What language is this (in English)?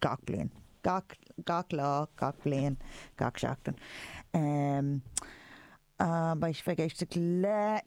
Irish